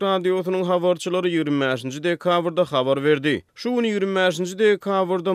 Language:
Turkmen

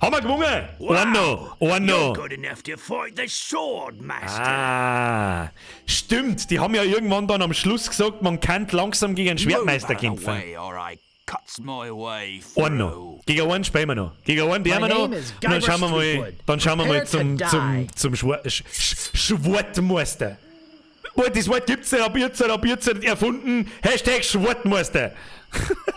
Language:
Bavarian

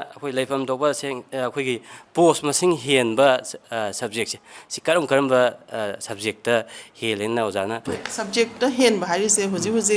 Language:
Manipuri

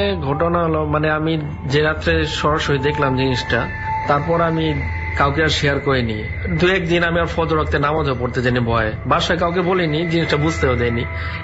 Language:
Bangla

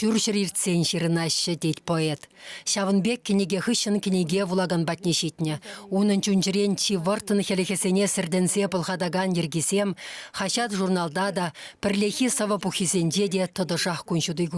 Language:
Chuvash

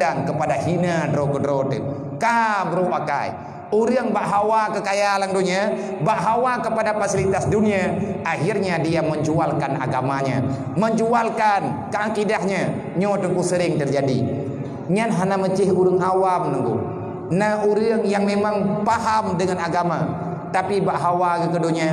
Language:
Achinese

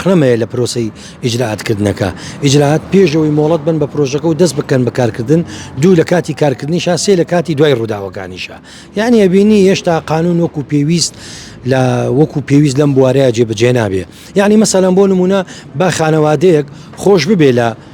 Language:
Central Kurdish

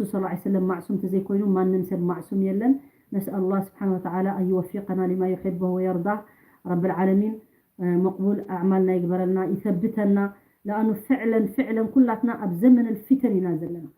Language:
Tigrinya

